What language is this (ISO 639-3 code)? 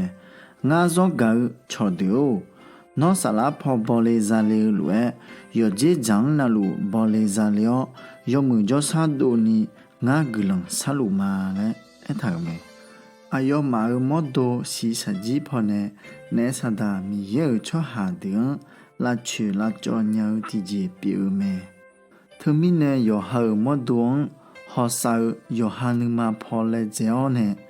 ahk